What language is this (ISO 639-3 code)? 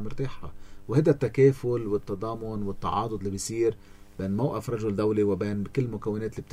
apc